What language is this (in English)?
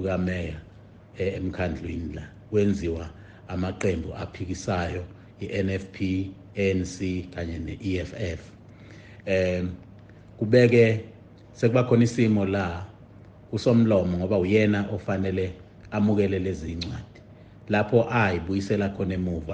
Zulu